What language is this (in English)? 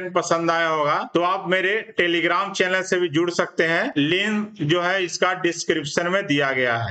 Hindi